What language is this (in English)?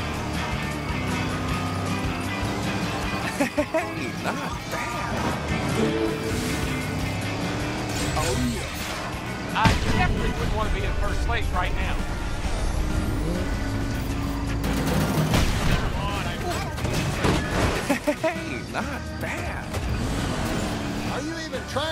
English